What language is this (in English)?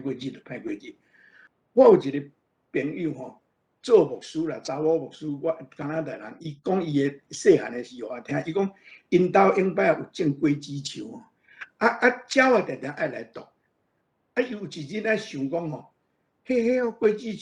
Min Nan Chinese